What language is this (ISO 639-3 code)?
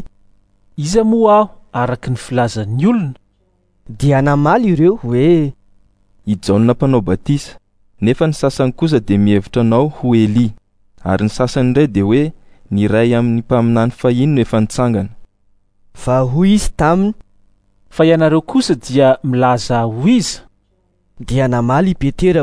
mlg